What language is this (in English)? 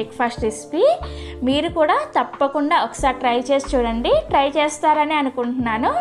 Telugu